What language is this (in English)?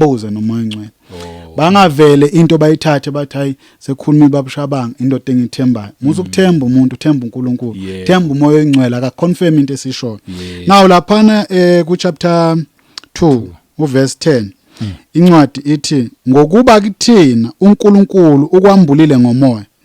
Zulu